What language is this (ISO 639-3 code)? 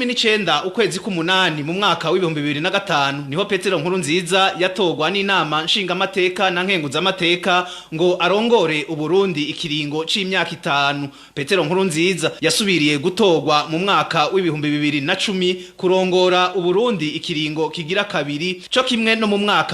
run